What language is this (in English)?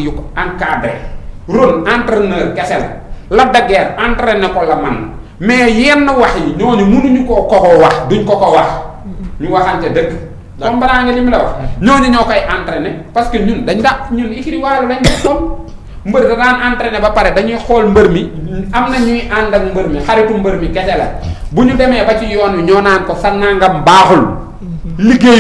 Wolof